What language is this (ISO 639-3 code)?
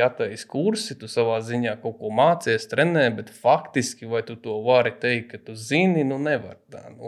lav